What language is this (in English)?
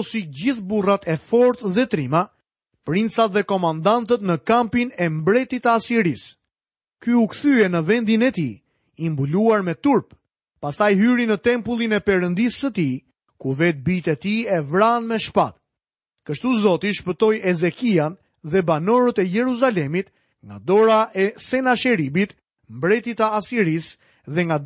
Albanian